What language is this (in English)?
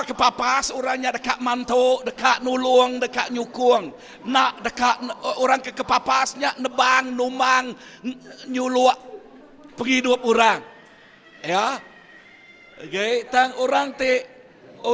Iban